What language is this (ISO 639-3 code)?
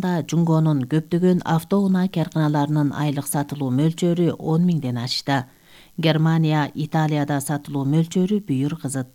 kir